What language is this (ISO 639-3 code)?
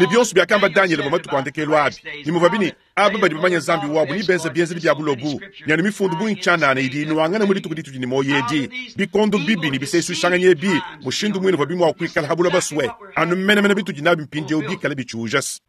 lua